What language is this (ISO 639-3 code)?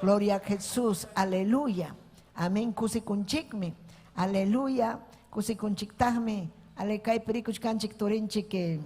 quy